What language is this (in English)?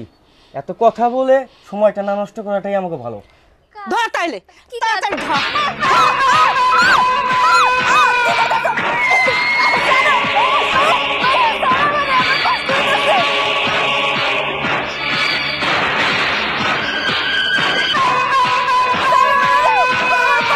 Bangla